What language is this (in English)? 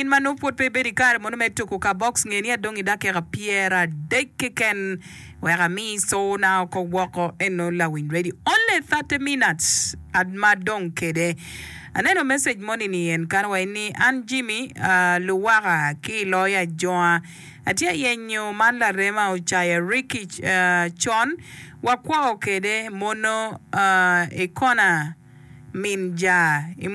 Acoli